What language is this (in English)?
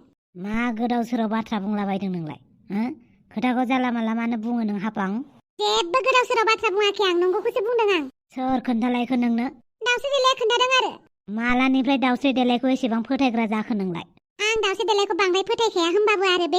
Bodo